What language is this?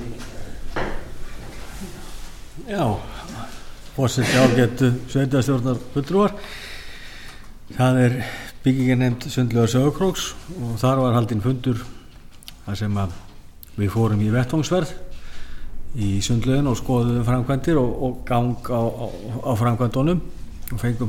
Icelandic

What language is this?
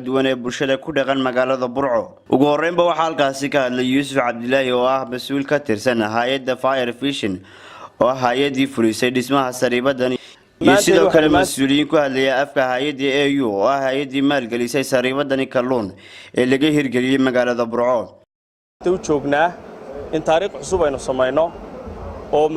Somali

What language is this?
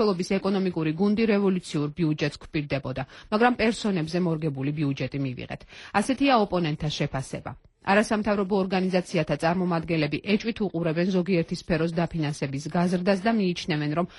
Georgian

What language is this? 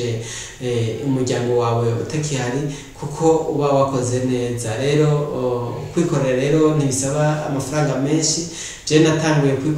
Rundi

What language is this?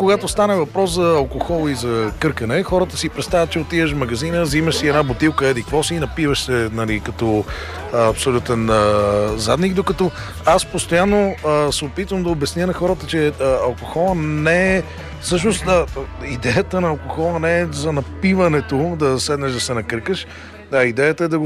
Bulgarian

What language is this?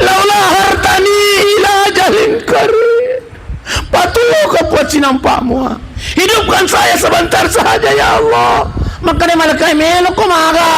Buginese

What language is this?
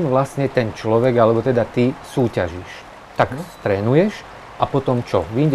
Slovak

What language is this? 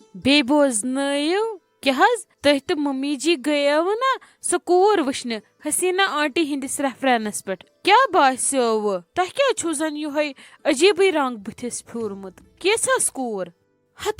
Kashmiri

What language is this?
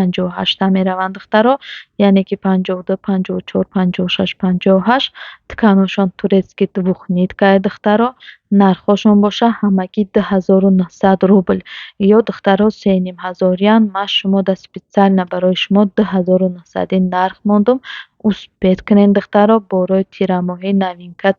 Tajik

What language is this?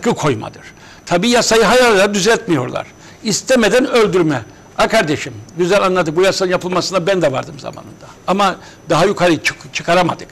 Turkish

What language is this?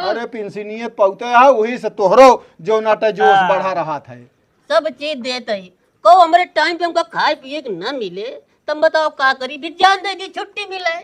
Awadhi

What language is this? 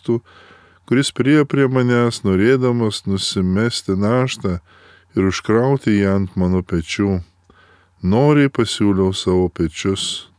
Lithuanian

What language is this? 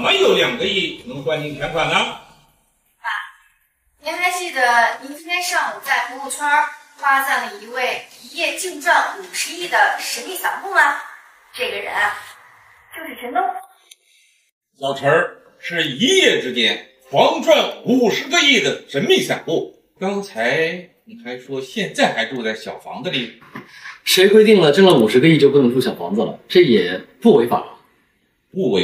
Chinese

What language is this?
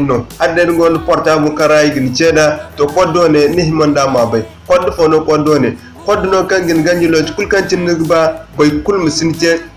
Zarma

